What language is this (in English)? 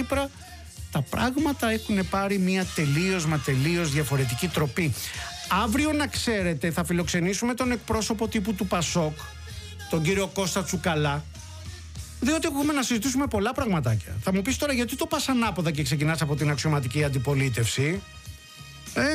Greek